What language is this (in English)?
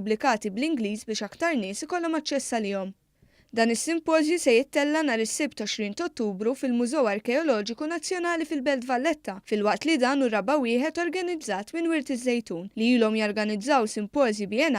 Maltese